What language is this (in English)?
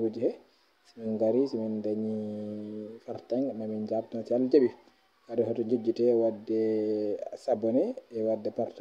Fula